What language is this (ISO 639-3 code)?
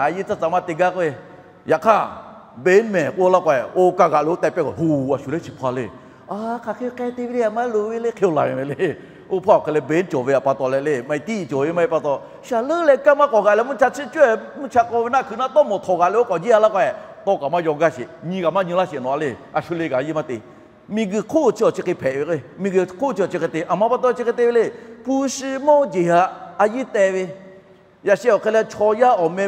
lhu